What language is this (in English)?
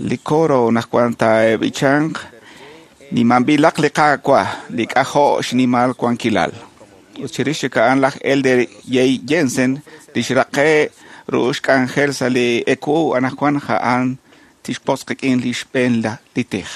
Kekchí